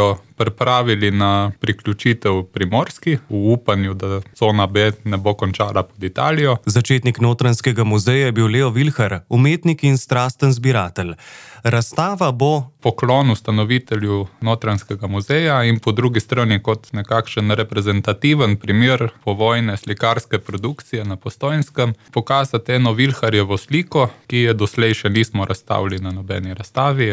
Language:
Slovenian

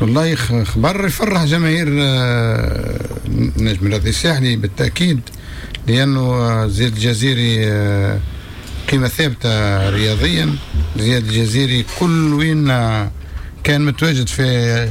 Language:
Tunisian Arabic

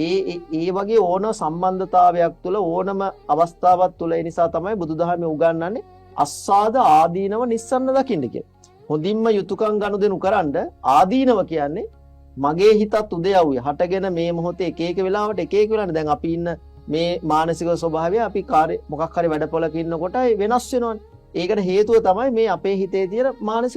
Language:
Sinhala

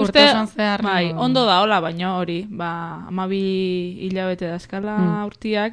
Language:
Basque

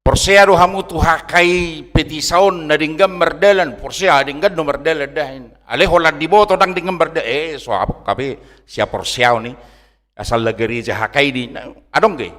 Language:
Batak Toba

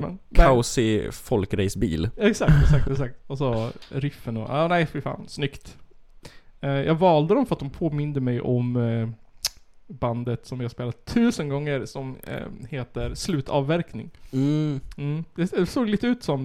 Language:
Swedish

